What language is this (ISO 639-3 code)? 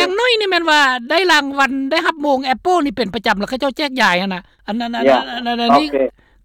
lao